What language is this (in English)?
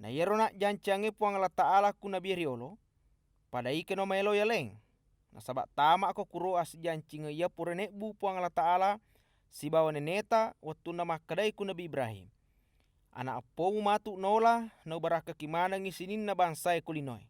Buginese